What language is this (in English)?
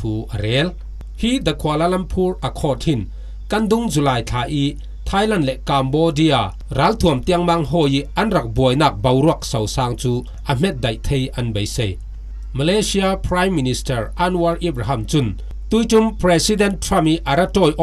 Falam Chin